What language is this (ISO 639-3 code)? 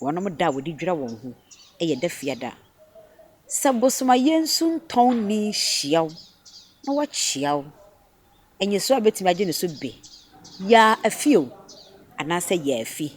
aka